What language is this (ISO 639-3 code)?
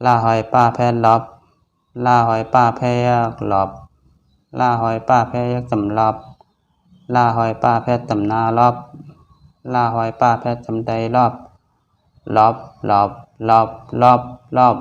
shn